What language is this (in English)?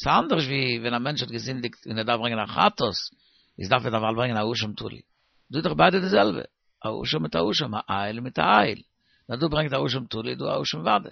Yiddish